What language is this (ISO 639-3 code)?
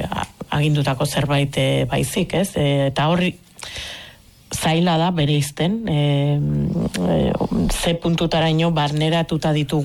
eus